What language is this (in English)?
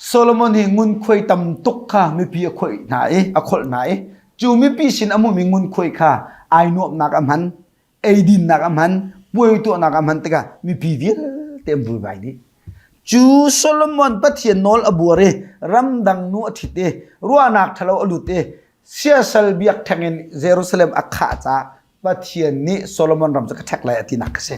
Hakha Chin